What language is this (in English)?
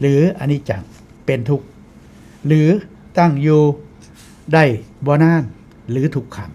Northeastern Thai